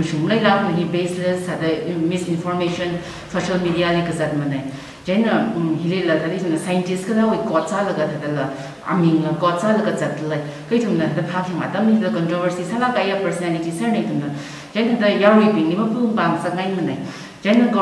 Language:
Tangkhul Naga (India)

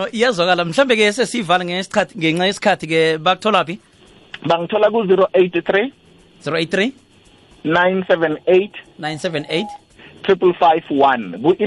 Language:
South Ndebele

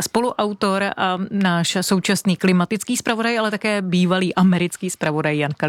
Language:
Czech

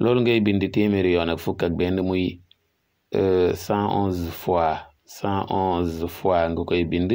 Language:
Wolof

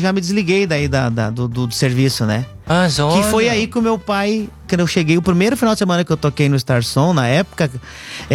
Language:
Portuguese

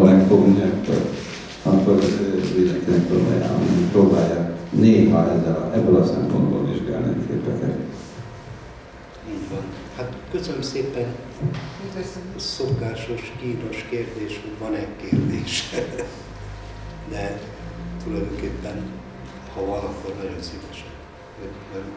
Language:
Hungarian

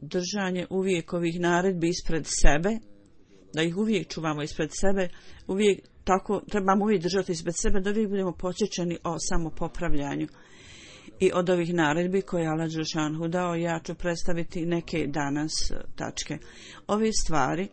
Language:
Bosnian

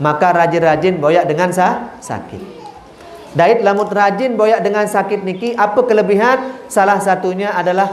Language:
Sasak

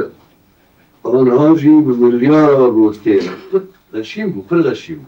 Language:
Kurdish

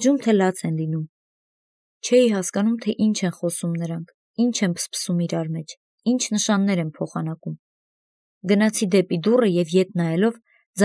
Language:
Armenian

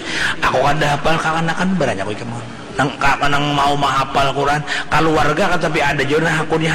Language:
Banjar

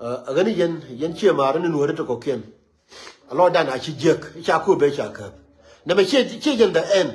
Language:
Nuer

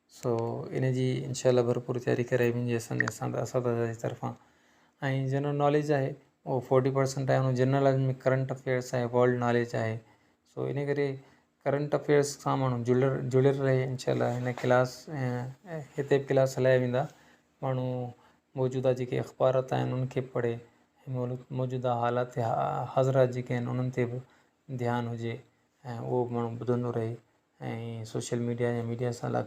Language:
Sindhi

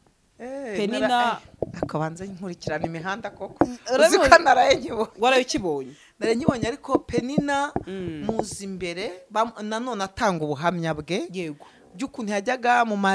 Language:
Kinyarwanda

